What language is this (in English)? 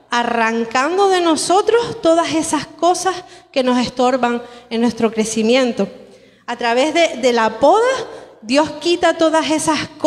Spanish